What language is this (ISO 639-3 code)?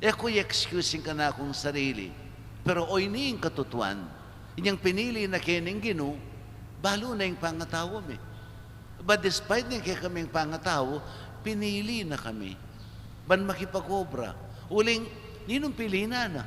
pam